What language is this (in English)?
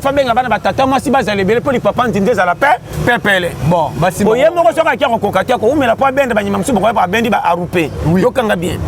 Lingala